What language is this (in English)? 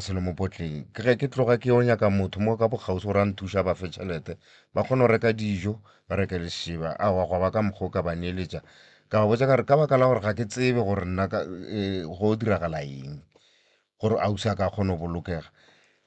Northern Sotho